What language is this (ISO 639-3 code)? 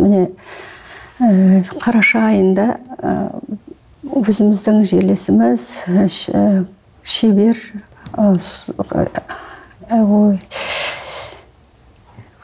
kaz